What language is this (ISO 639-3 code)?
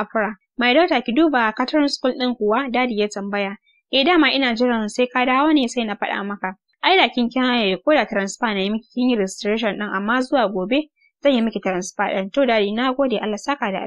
hau